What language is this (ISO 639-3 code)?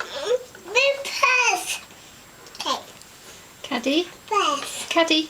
cym